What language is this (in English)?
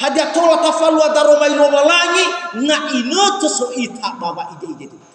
Nias